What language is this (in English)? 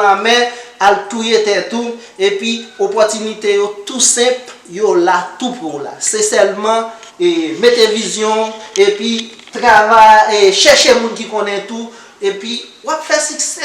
Haitian Creole